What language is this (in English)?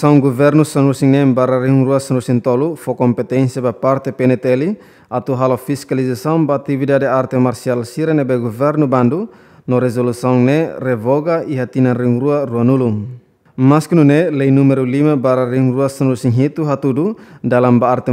Tetum